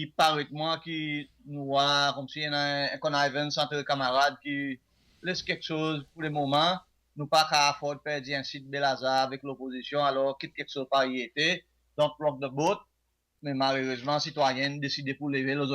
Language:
Seselwa Creole French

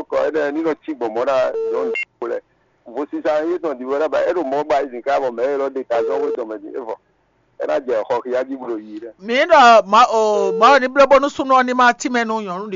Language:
Fon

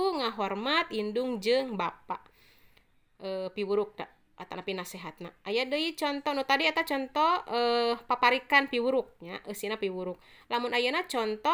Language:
Sundanese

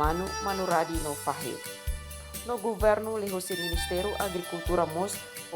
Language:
Tetum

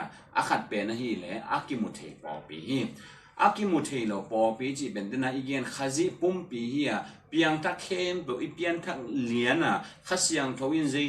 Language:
Tedim Chin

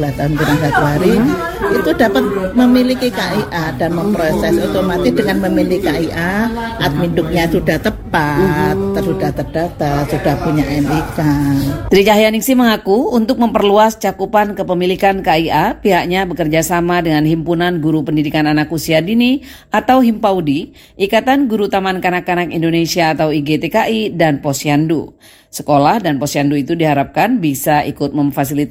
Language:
Indonesian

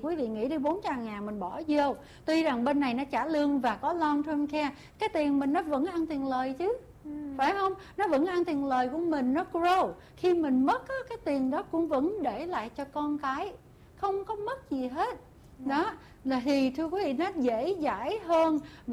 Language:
Vietnamese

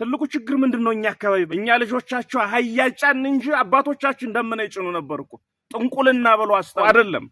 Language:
Amharic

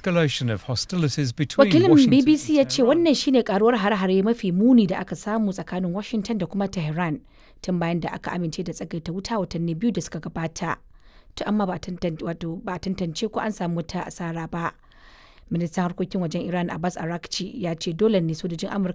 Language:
Hausa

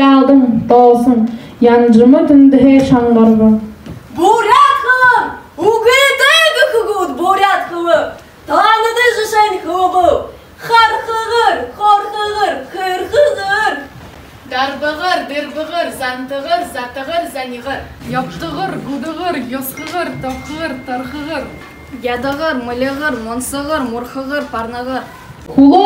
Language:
Buriat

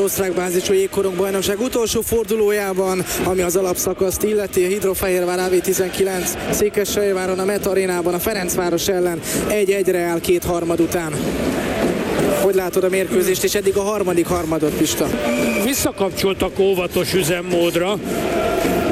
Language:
Hungarian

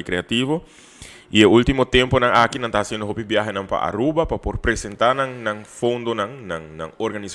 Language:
Papiamento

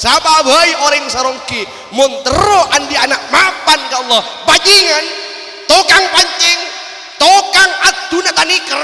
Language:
Madurese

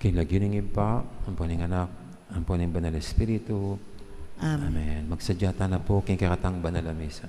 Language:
Pampanga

